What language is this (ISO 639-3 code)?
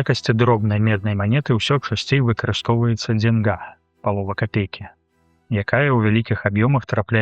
bel